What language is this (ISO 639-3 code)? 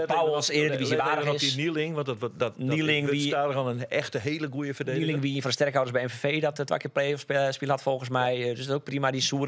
fry